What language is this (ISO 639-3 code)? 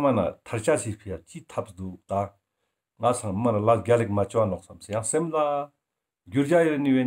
lbj